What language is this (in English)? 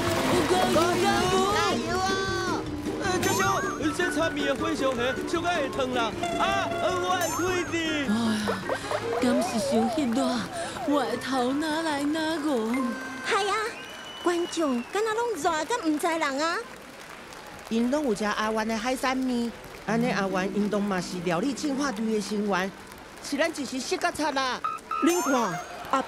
Min Nan Chinese